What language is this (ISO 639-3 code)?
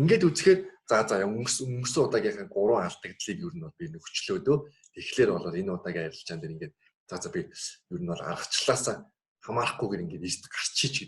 mon